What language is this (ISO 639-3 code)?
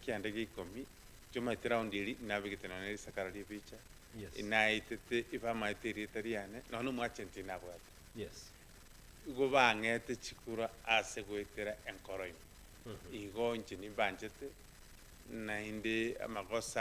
guz